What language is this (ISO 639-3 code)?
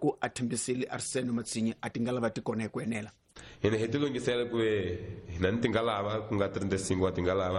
tso